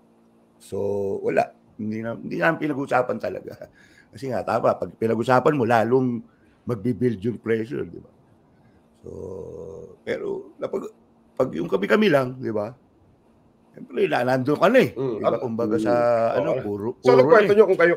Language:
Filipino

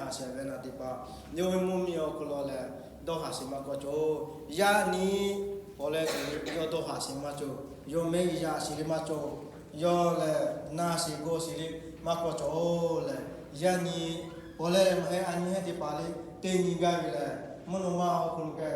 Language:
Lahu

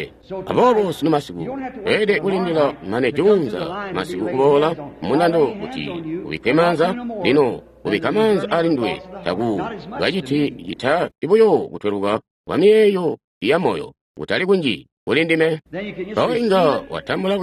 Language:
Tonga (Zambia)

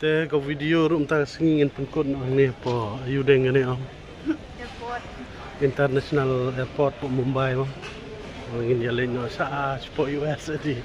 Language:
Khasi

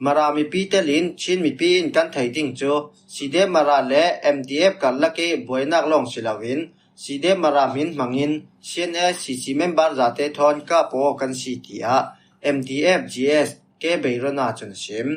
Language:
Falam Chin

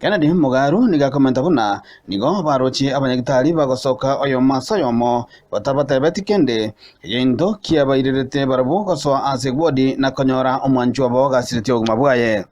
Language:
Gusii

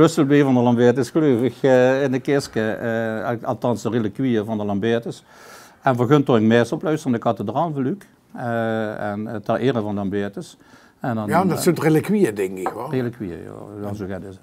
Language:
Limburgish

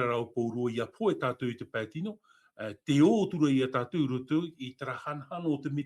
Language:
Tahitian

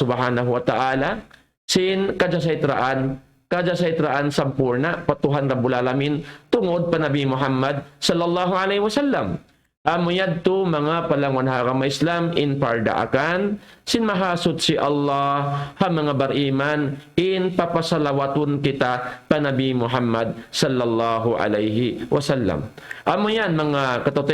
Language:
Tausug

